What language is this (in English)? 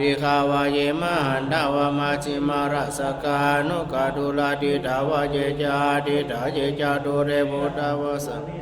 Pali